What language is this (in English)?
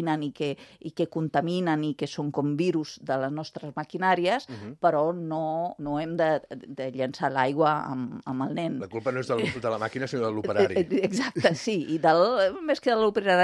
Catalan